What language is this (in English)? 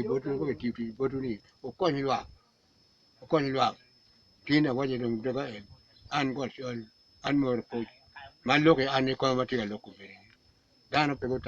Acoli